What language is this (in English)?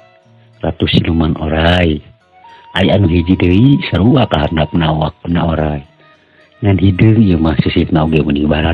Sundanese